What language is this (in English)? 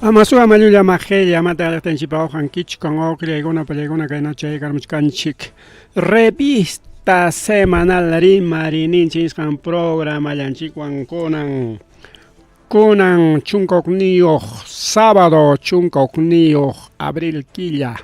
Ayacucho Quechua